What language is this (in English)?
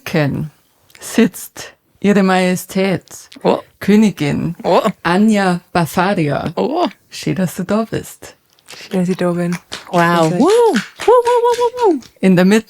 Bavarian